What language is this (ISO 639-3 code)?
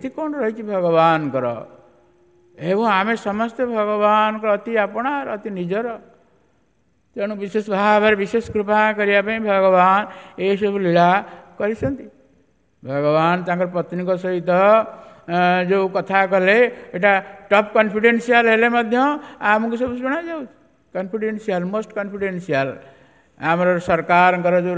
ori